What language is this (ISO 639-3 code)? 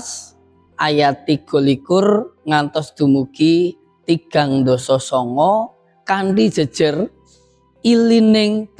jav